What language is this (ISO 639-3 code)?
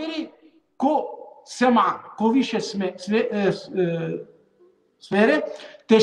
rmn